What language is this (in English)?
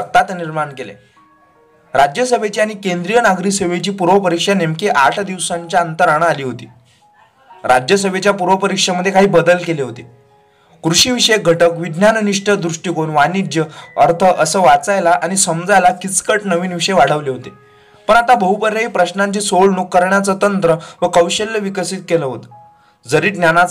Marathi